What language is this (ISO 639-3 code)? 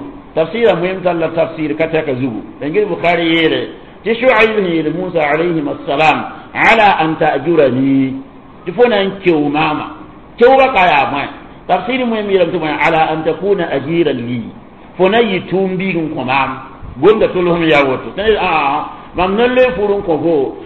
mos